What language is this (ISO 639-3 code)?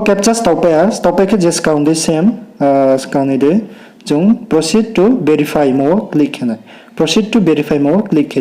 ria